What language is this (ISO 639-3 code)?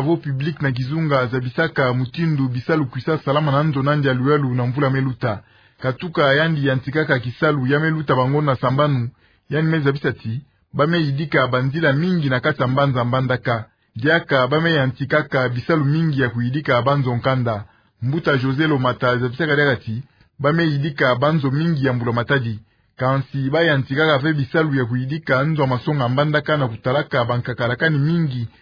ktu